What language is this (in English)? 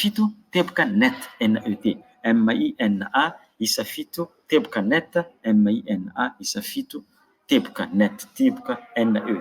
Malagasy